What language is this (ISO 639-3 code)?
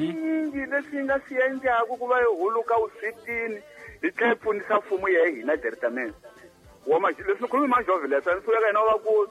tso